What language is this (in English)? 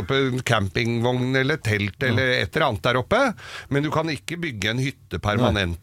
Norwegian